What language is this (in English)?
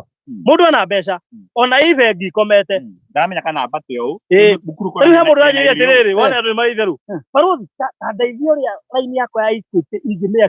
Kikuyu